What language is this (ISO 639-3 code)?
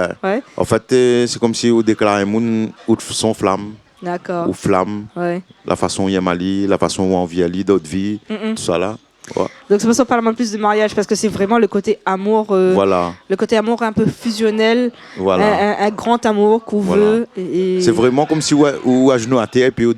rcf